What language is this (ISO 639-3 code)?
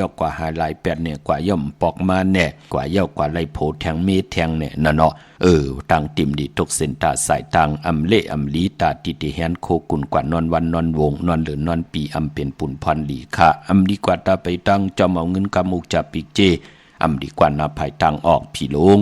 shn